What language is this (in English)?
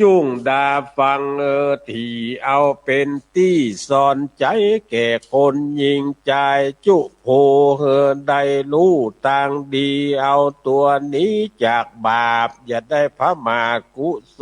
Northern Thai